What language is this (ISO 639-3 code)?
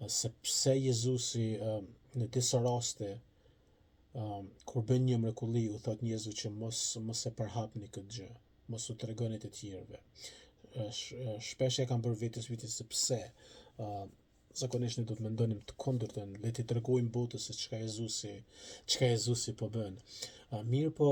sqi